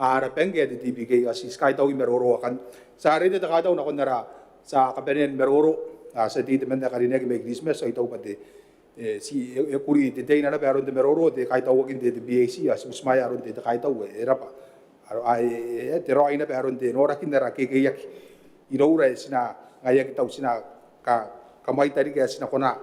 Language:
Gilbertese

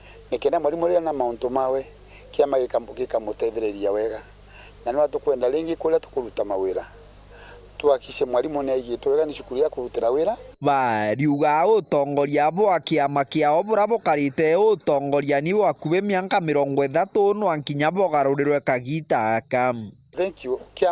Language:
Meru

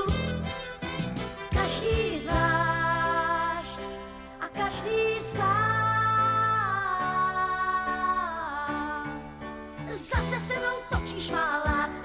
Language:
Czech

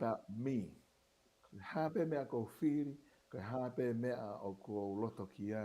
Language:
Tongan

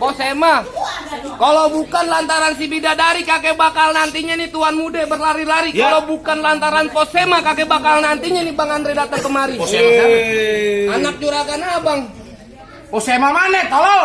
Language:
Betawi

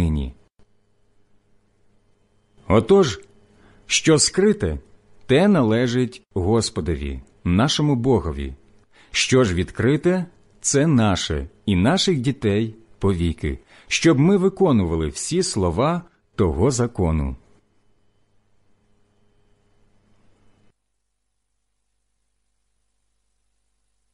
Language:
Ukrainian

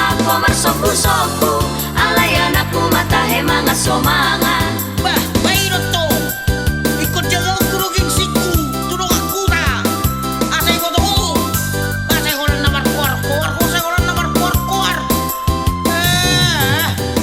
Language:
Batak Toba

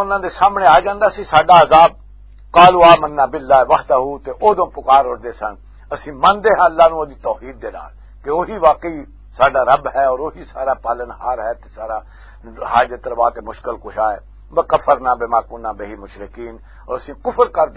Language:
Western Panjabi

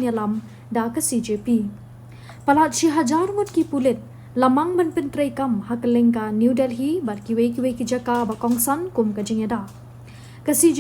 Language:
Khasi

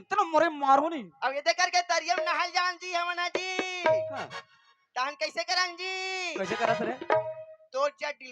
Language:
Chhattisgarhi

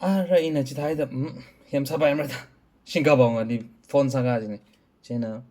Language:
Tangkhul Naga (India)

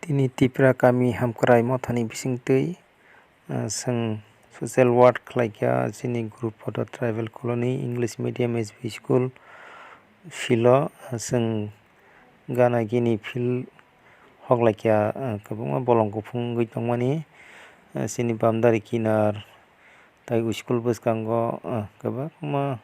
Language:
Kok Borok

